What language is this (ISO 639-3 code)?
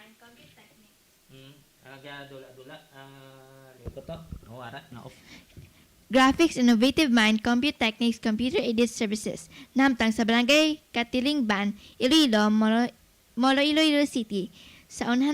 hil